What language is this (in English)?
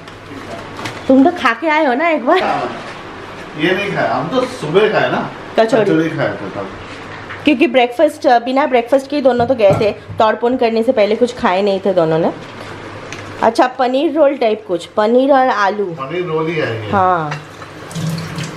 Hindi